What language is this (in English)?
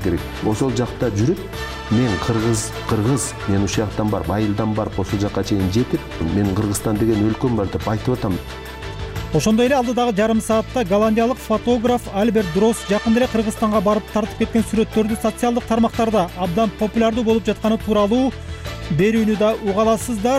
Kyrgyz